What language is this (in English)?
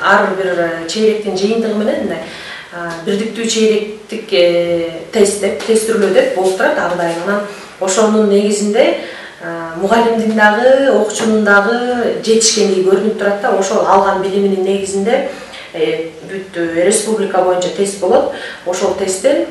Kyrgyz